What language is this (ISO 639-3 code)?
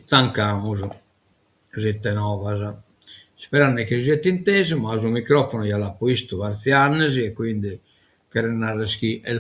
srd